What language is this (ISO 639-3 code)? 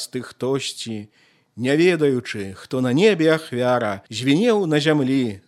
bel